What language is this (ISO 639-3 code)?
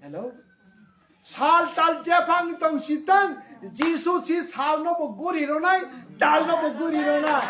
trp